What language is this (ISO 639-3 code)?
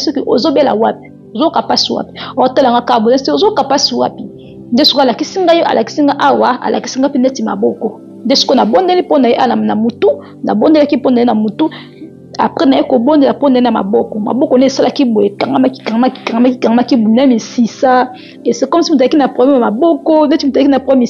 lin